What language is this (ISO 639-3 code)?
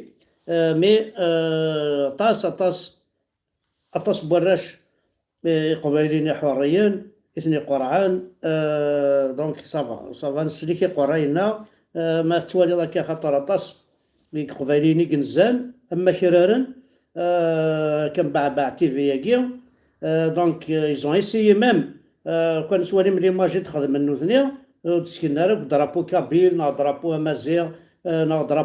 kab